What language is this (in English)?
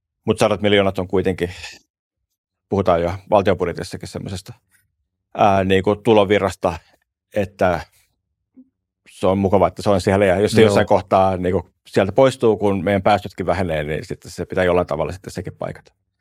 Finnish